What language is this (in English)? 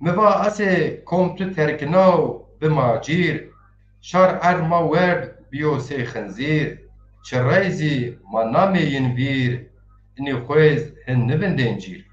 Zaza